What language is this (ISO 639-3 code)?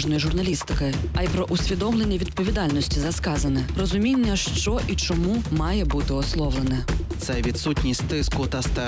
ukr